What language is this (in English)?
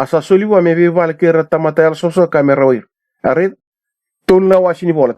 Fijian